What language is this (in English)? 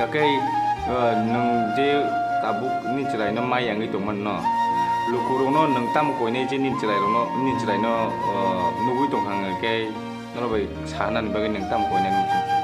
Kok Borok